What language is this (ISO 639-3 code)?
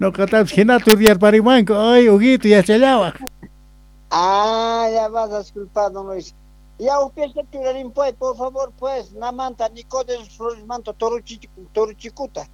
que